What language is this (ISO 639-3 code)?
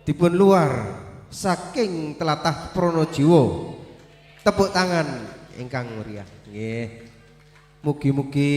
jav